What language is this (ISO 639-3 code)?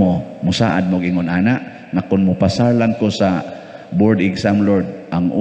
ceb